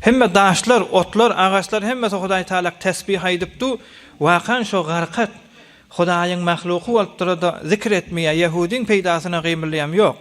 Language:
Turkmen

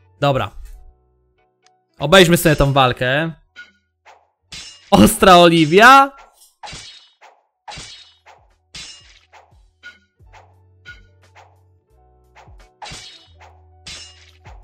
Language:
Polish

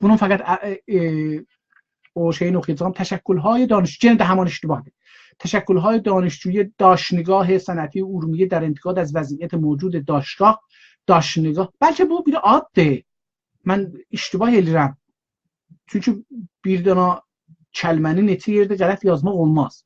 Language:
South Azerbaijani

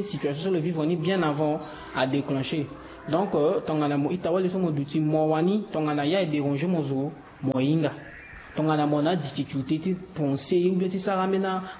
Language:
Sango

